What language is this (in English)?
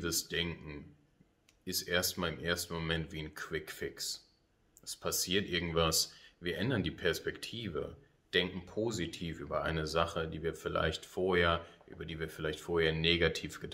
German